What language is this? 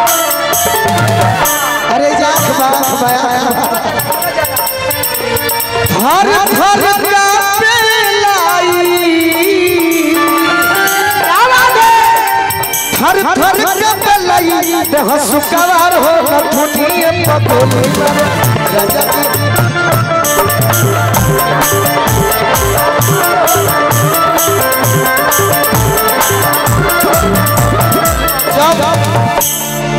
Bhojpuri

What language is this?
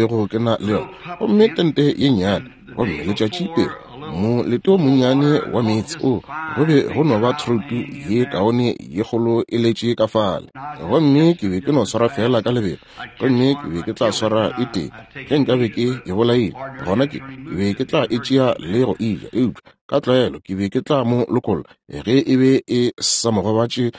Northern Sotho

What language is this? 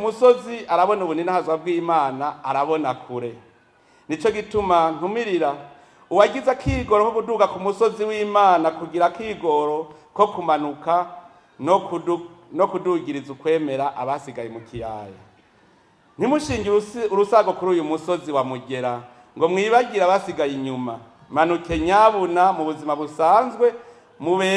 Rundi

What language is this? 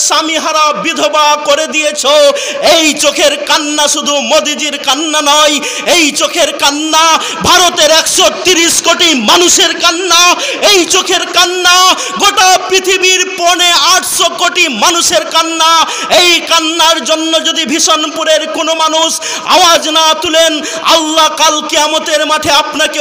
Bangla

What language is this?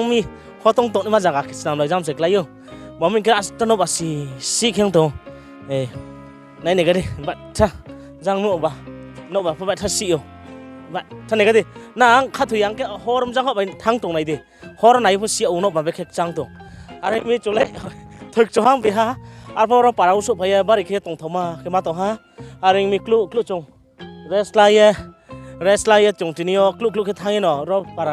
Riang (India)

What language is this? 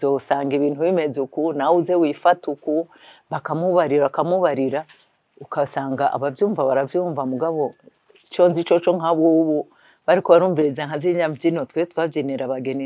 Rundi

